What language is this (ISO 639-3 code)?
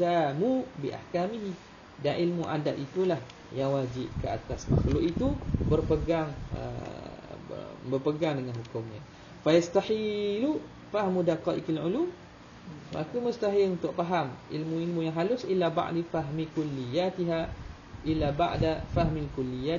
msa